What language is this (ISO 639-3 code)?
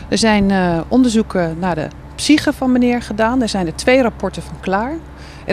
nld